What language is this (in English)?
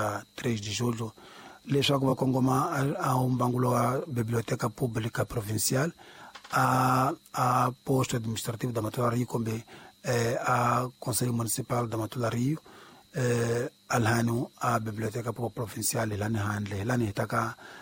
Tsonga